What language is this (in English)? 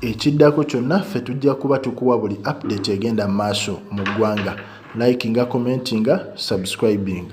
Ganda